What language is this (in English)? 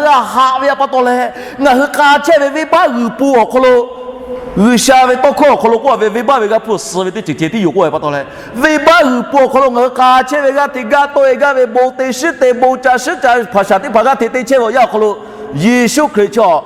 Lahu